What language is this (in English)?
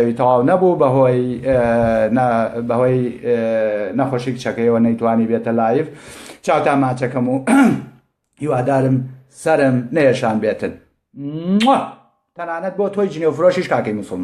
Central Kurdish